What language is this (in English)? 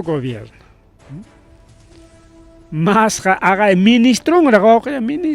Ayacucho Quechua